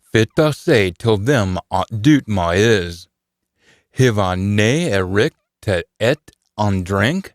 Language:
Scots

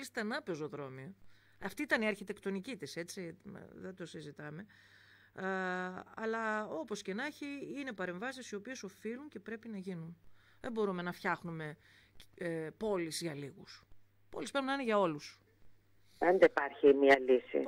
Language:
Greek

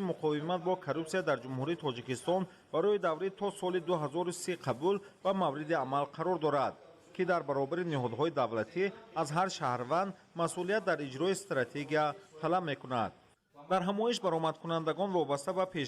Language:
Tajik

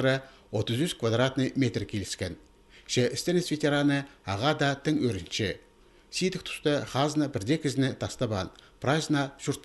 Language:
Khakas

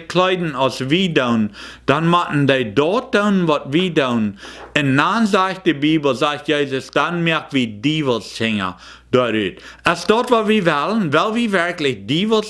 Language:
Plautdietsch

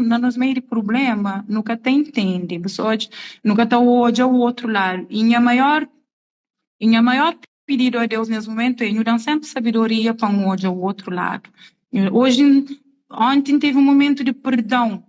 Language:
Kabuverdianu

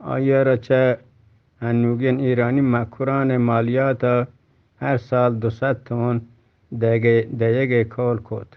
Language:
Eastern Balochi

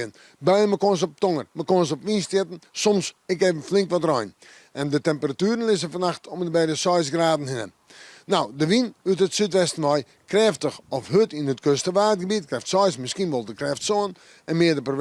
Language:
Western Frisian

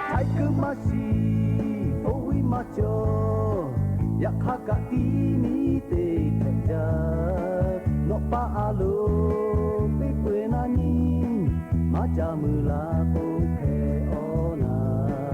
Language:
Lahu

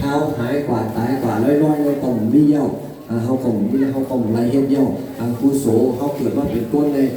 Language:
Northeastern Thai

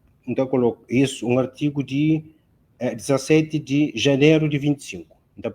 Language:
Kabuverdianu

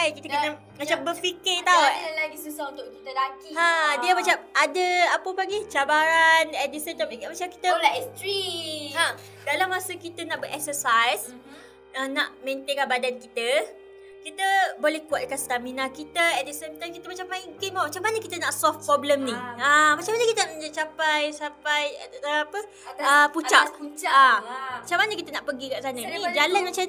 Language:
Malay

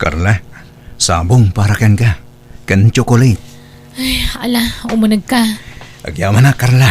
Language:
Iloko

